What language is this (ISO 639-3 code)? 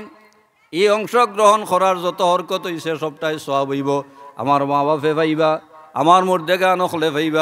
syl